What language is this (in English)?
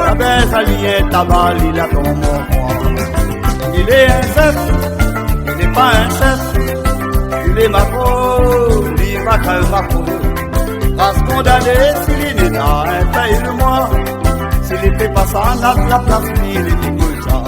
Réunion Creole French